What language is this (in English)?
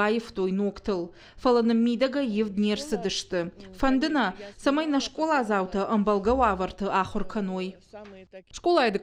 Ossetic